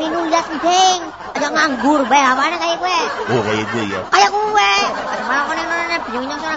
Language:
Javanese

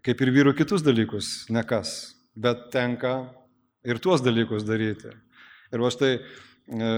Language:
Lithuanian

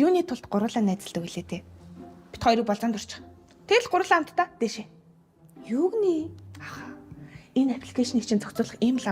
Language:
Mongolian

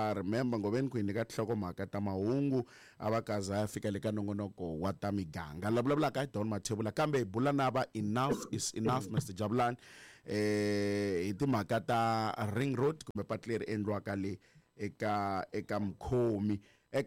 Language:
Tsonga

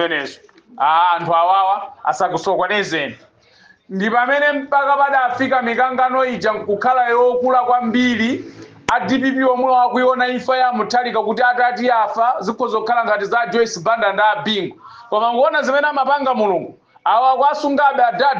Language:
Nyanja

